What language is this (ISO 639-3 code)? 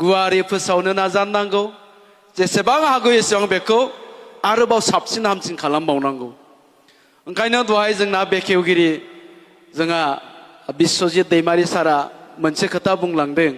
brx